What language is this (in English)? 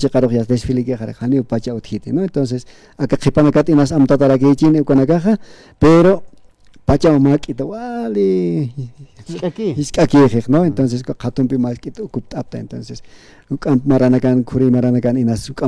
Aymara